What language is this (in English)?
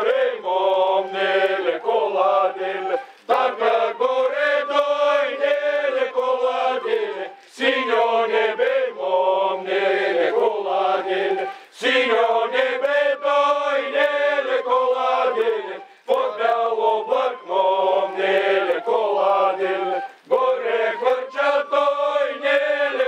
Bulgarian